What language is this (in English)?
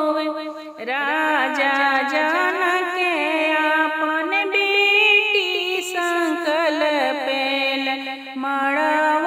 Bhojpuri